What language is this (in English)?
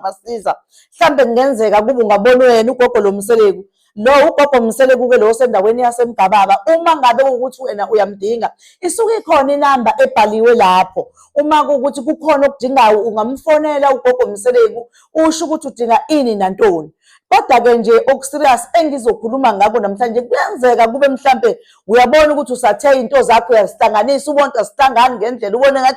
Zulu